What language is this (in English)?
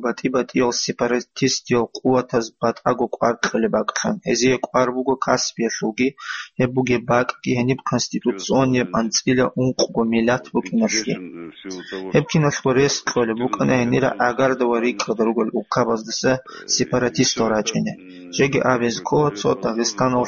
Avaric